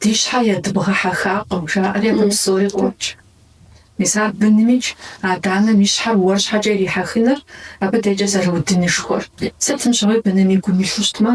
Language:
Kabardian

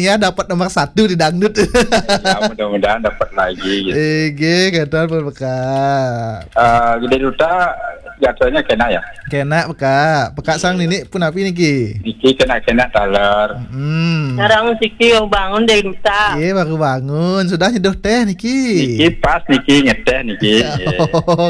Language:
Balinese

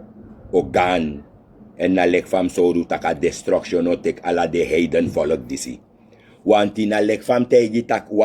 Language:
Sranan Tongo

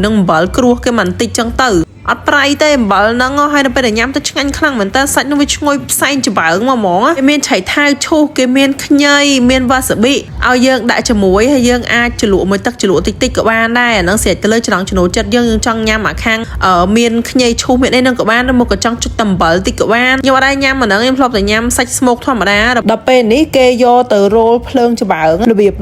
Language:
Khmer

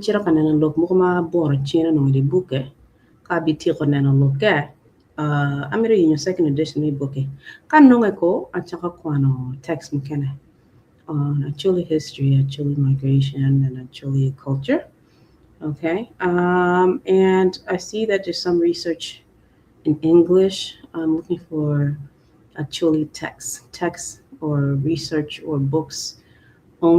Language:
Acoli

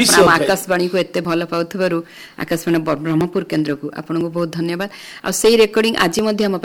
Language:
Odia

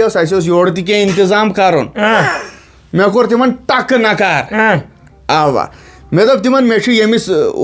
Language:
Kashmiri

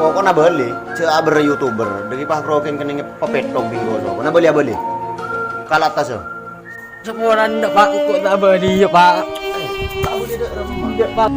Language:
Madurese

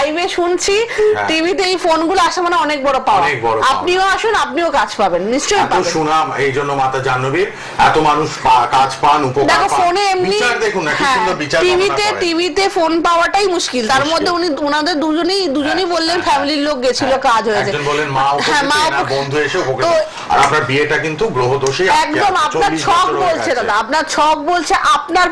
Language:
Bangla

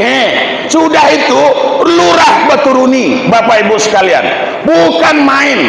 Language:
Minangkabau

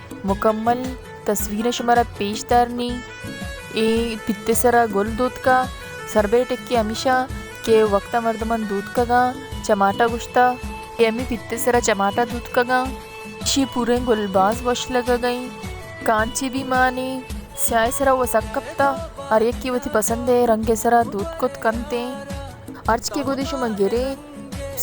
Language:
Baluchi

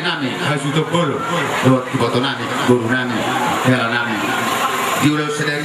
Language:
Batak Toba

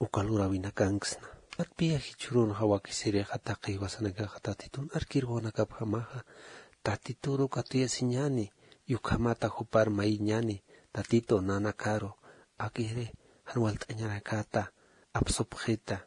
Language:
Aymara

